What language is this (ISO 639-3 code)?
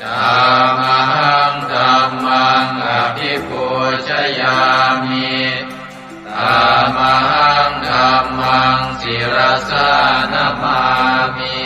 pli